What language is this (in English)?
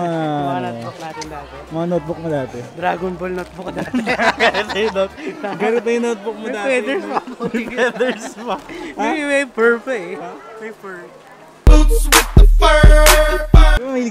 Filipino